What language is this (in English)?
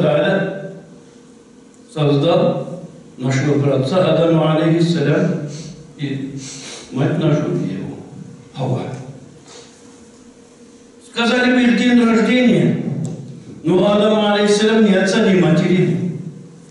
Russian